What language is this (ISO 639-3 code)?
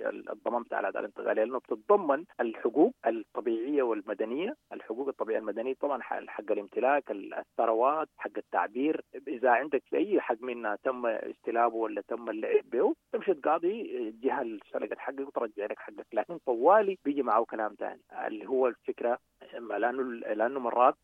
apd